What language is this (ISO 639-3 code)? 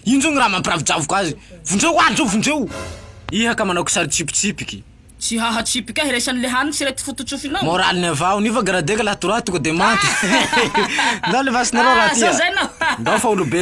mlg